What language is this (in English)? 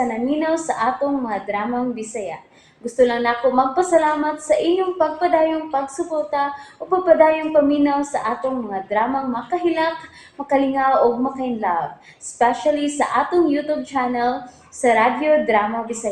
Cebuano